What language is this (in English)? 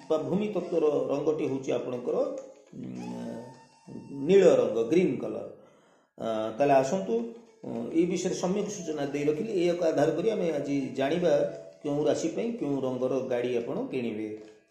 Odia